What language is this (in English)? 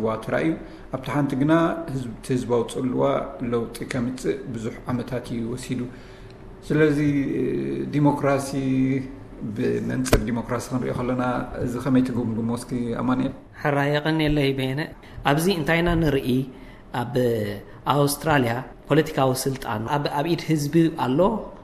Tigrinya